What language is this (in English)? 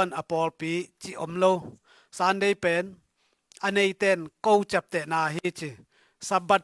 Tedim Chin